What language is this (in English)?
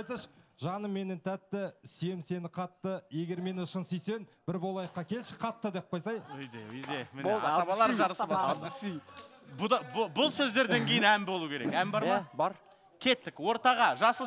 Kazakh